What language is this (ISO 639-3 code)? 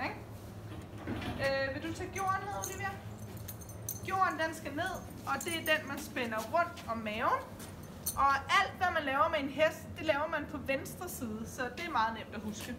dan